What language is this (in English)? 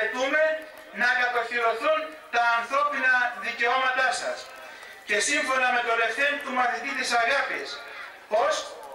Greek